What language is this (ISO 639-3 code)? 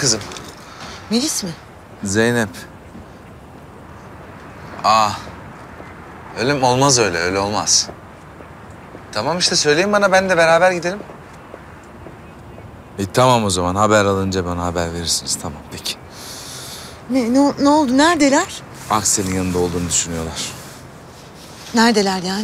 tur